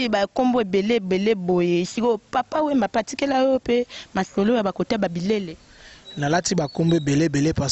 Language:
Lingala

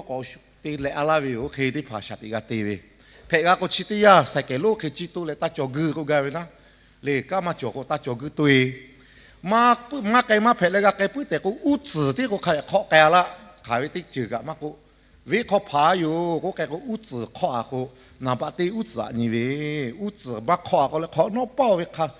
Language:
Lahu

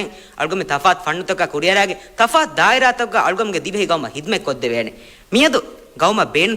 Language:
Divehi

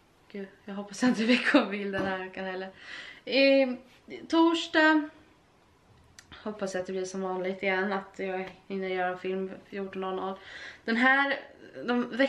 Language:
Swedish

